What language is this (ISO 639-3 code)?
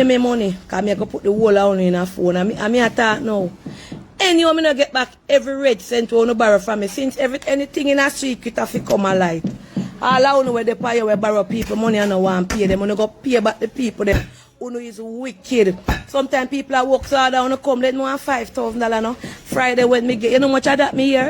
jam